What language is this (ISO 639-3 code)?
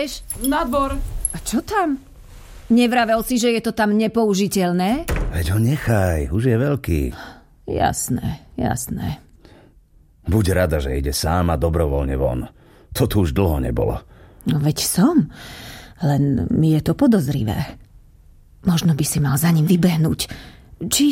slk